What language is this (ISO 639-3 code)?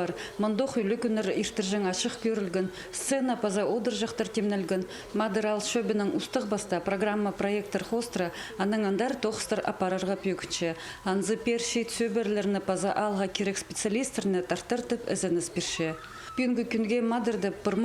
kjh